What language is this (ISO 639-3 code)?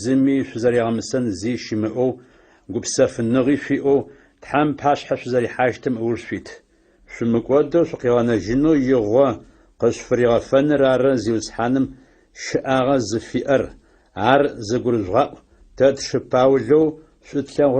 ady